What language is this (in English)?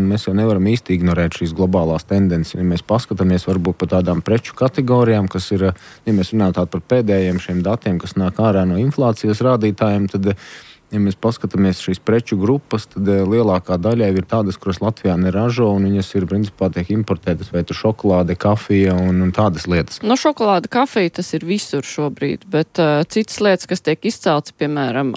Latvian